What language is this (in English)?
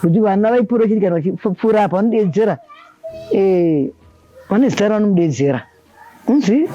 Shona